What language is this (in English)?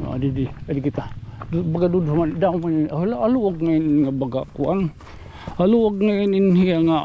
Waray